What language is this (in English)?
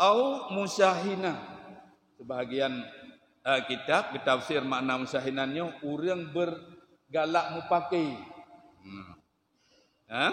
Achinese